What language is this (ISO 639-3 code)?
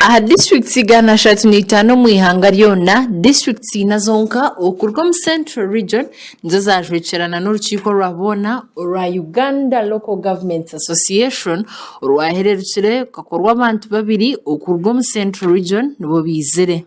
nyn